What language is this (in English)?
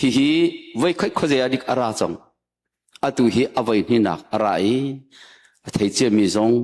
Hakha Chin